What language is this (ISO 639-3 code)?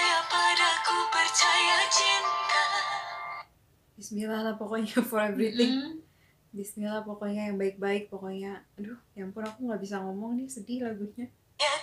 ind